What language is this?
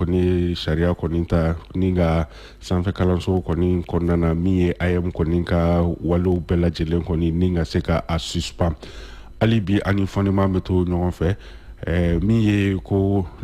Bambara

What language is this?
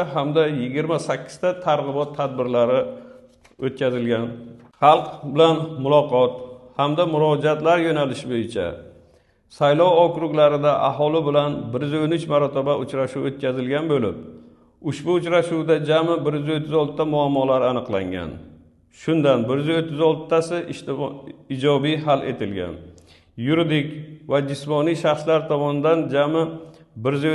Uzbek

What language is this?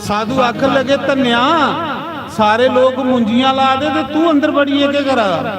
Dogri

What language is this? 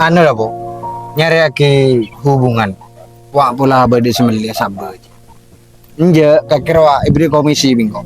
Madurese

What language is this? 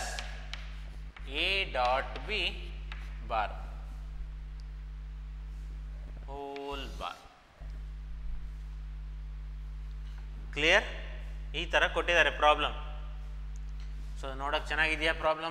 Kannada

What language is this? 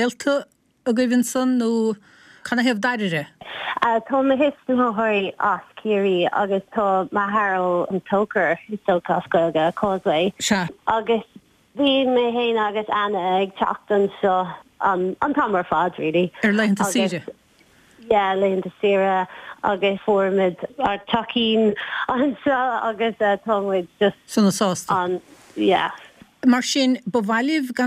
Irish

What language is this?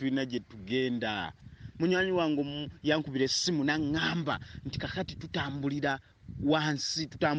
Ganda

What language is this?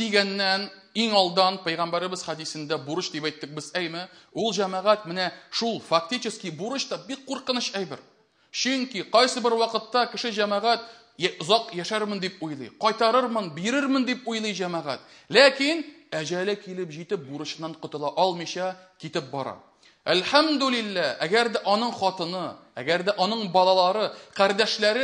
Tatar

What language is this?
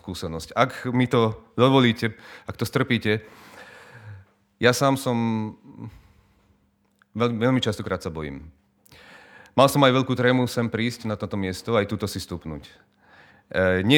Slovak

